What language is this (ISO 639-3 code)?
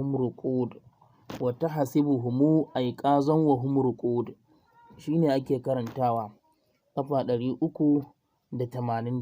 hau